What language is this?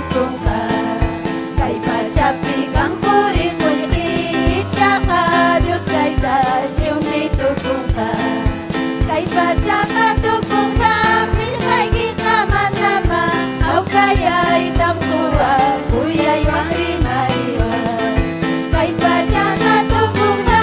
Ayacucho Quechua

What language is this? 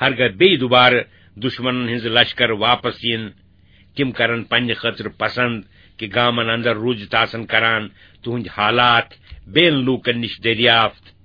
Kashmiri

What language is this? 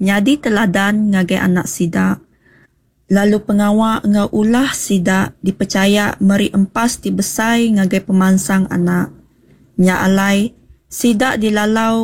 Iban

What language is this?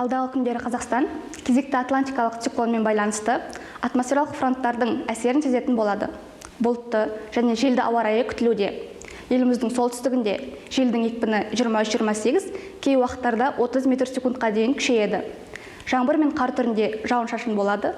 Kazakh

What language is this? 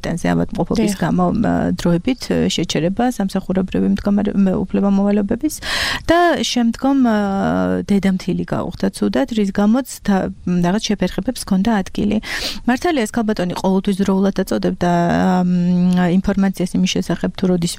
Georgian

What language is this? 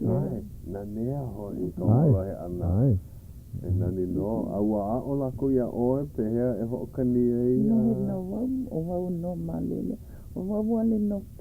Hawaiian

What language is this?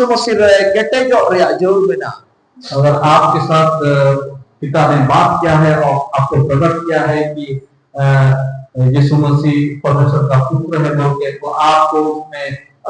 Santali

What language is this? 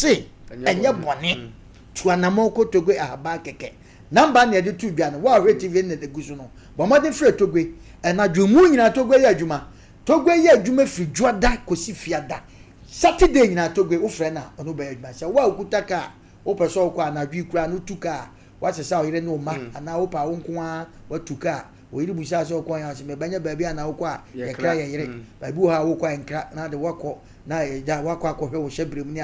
Akan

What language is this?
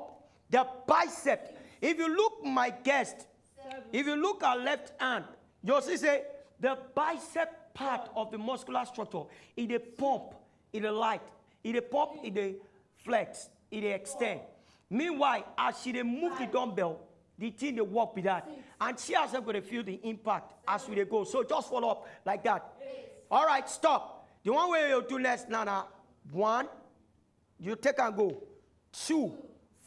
Nigerian Pidgin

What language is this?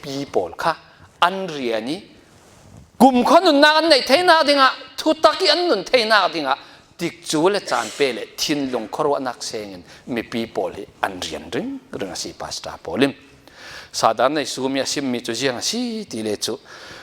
Falam Chin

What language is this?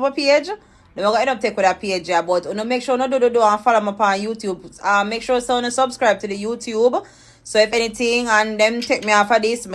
Jamaican Creole English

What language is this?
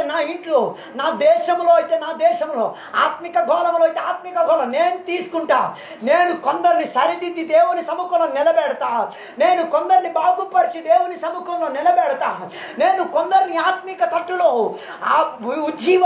Telugu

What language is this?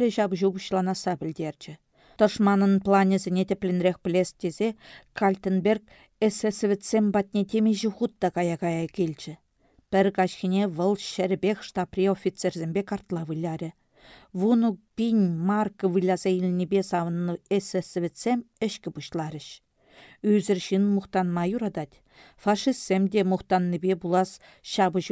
Chuvash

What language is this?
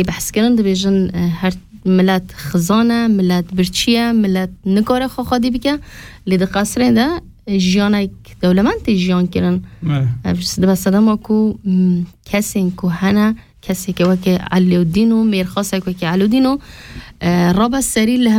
Kurdish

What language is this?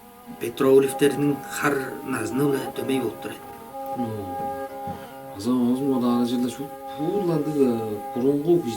Tuvinian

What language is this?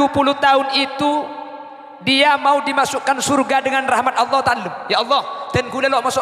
Madurese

